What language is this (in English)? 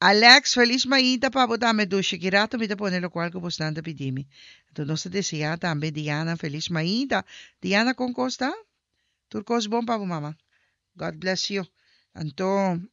Papiamento